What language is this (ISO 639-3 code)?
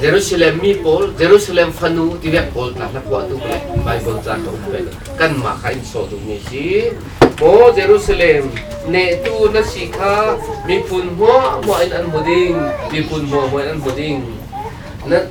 cfm